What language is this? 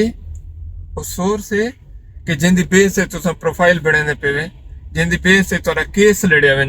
Saraiki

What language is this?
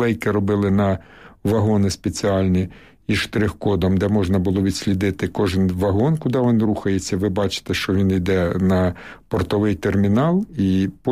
Ukrainian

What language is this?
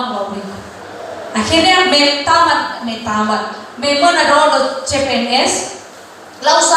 Nias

